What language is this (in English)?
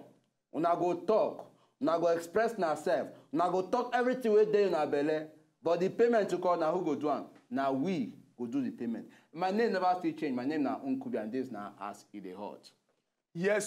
Nigerian Pidgin